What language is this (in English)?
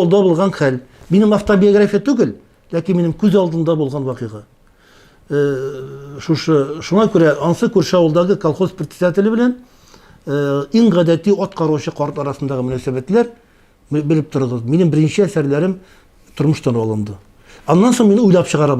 Tatar